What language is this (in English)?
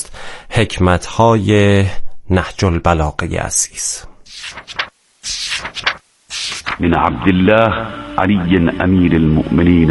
Persian